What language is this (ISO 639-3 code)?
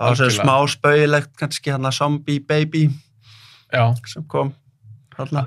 isl